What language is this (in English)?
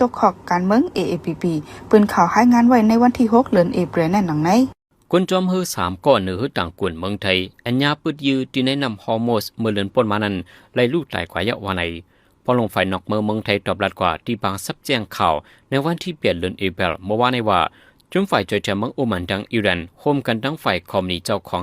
Shan